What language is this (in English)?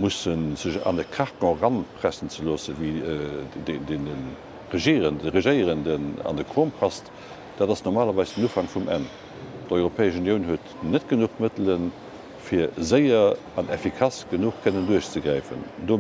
Luxembourgish